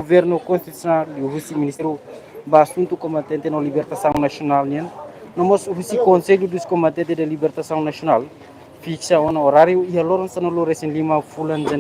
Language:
Tetum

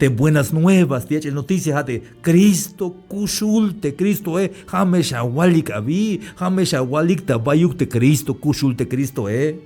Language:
Tzeltal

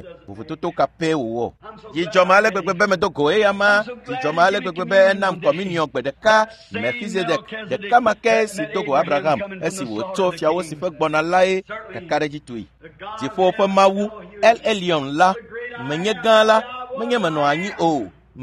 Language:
Ewe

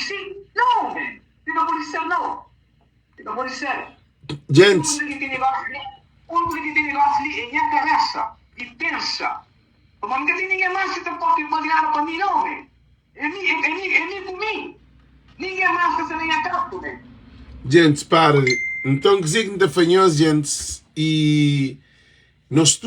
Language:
Kabuverdianu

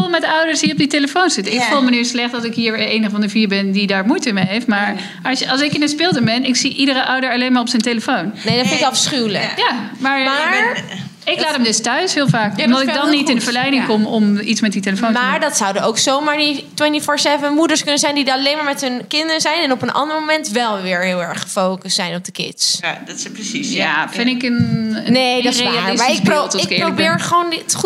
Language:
Dutch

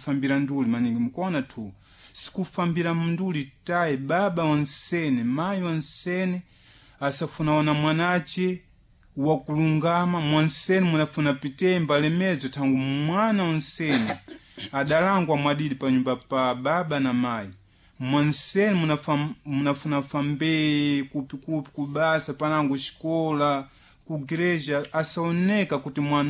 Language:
Sena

